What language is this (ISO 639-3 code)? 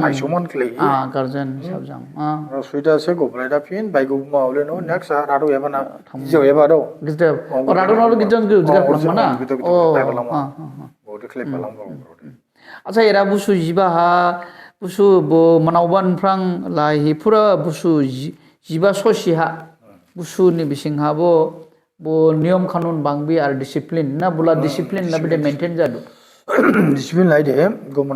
dis